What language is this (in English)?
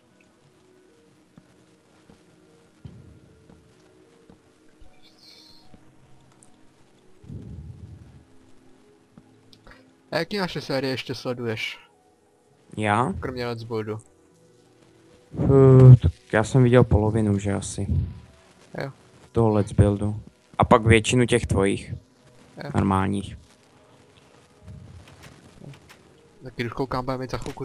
Czech